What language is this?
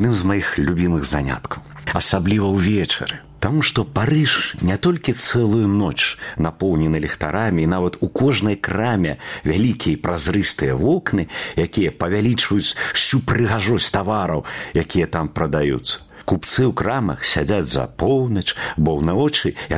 Belarusian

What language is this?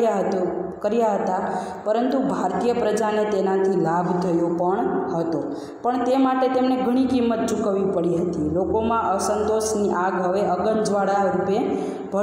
Gujarati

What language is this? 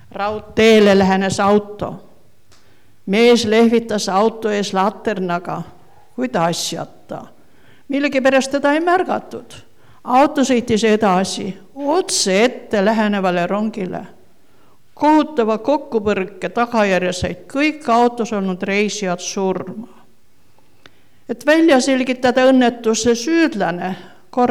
Estonian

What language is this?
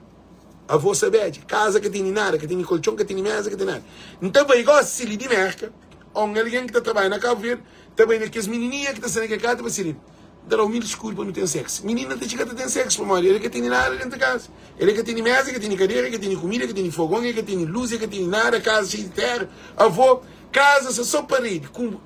Kabuverdianu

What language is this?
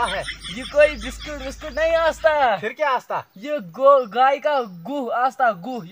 Kashmiri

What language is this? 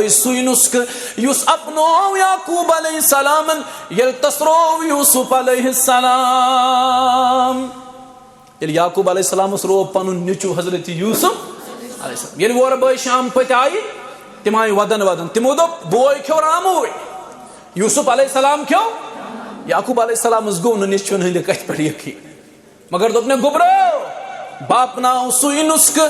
Kashmiri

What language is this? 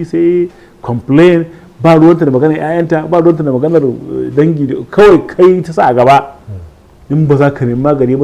Hausa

